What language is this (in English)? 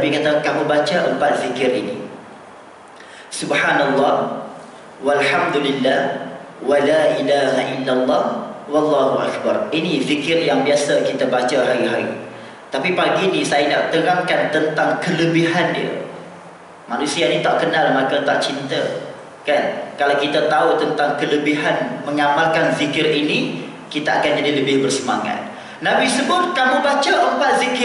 Malay